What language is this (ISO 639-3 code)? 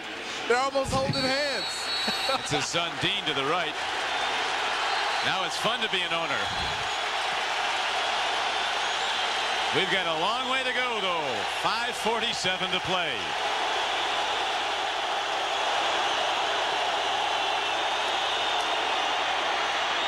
eng